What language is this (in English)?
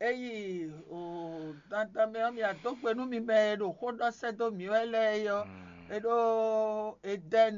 Fon